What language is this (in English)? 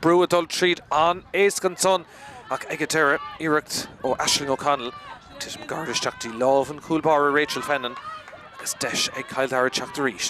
Irish